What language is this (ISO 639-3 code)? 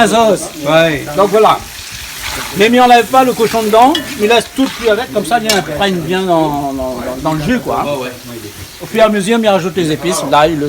rcf